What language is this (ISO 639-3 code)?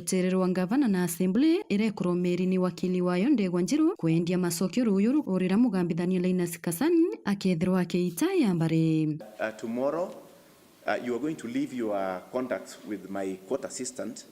mer